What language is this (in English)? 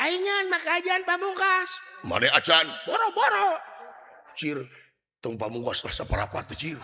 Sundanese